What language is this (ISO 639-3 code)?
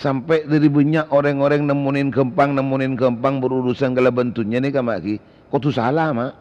mad